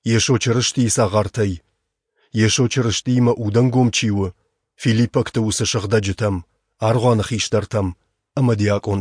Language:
Ossetic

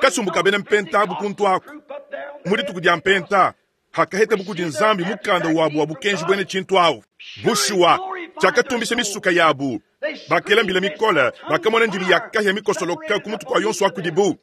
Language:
Luba-Lulua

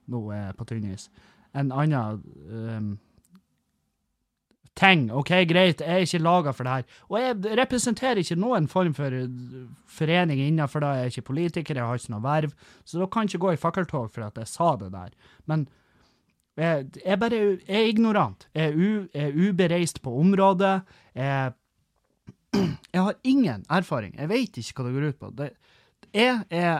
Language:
Norwegian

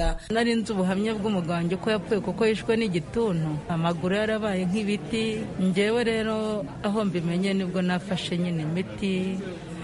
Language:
Kinyarwanda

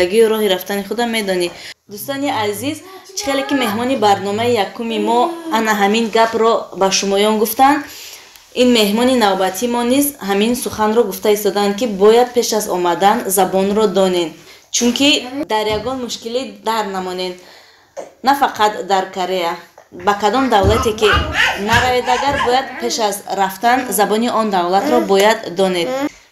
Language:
Tajik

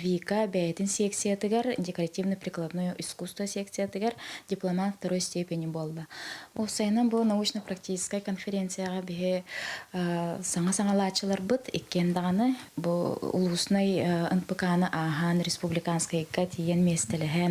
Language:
Yakut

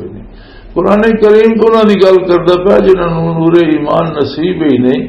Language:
Western Panjabi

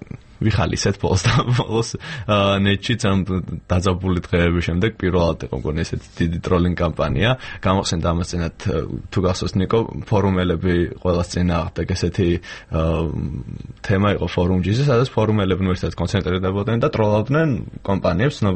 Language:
Georgian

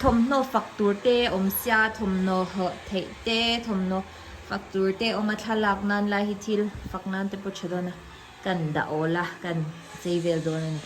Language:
Mizo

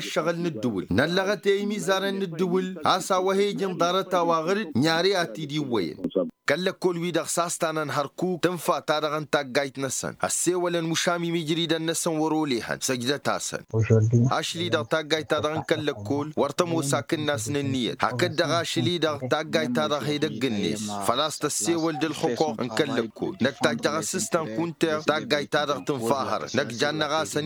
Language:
Tamasheq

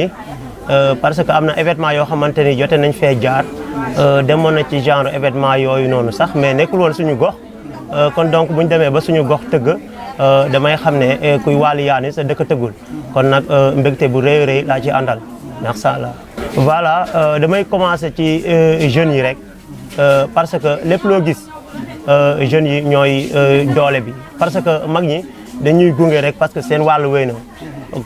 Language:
Wolof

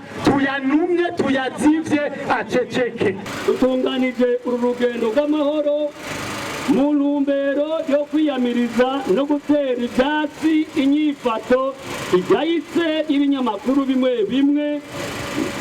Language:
Rundi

